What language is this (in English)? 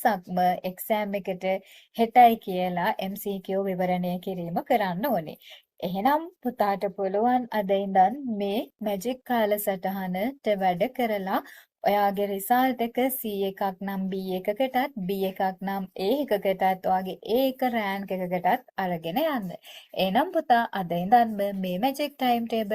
Sinhala